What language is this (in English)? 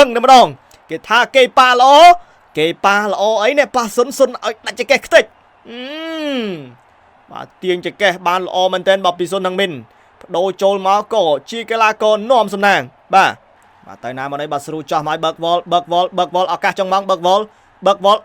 Khmer